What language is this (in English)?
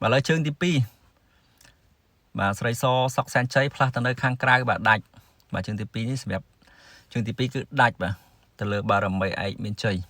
Khmer